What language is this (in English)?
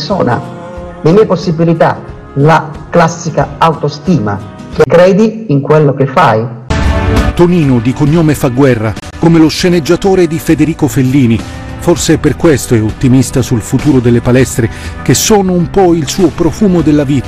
Italian